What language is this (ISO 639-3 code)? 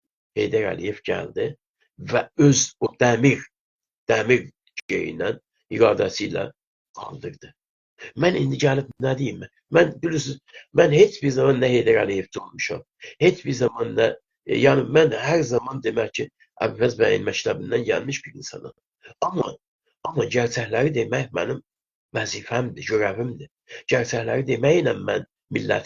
azb